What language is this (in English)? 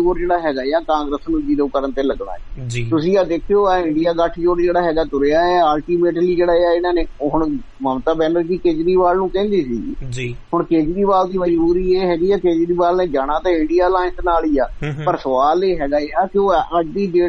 Punjabi